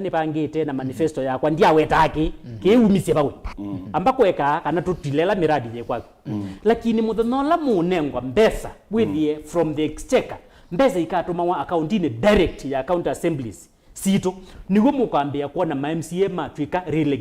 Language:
Kamba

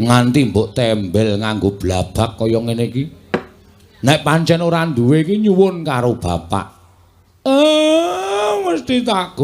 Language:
Javanese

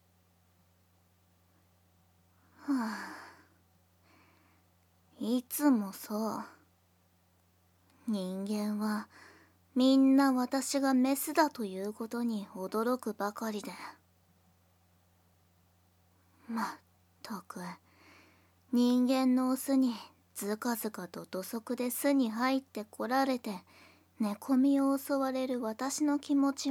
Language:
Japanese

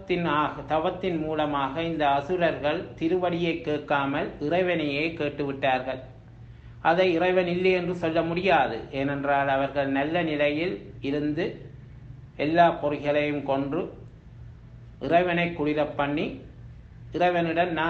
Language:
Tamil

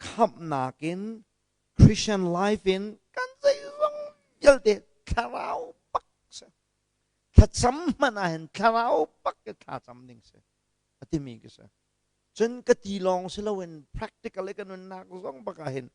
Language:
Hakha Chin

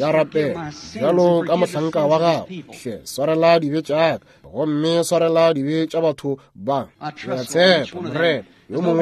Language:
Northern Sotho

